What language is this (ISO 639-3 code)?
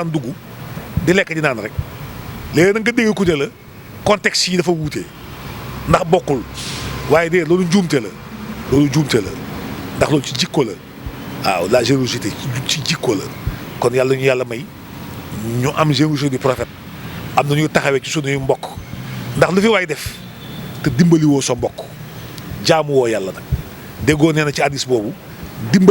wol